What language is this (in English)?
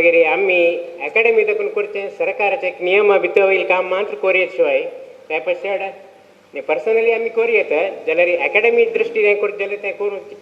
Konkani